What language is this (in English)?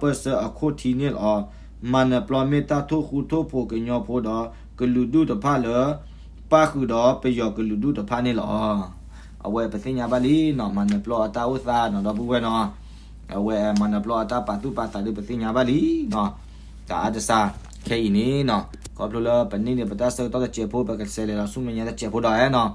S'gaw Karen